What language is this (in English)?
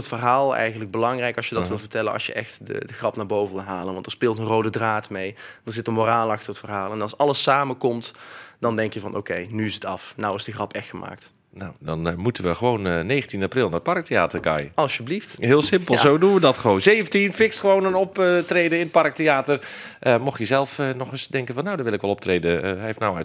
Dutch